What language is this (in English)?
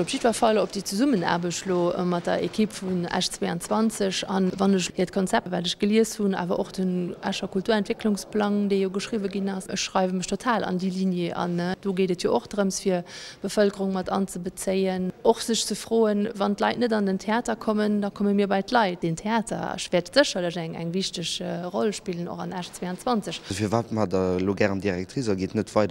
Luxembourgish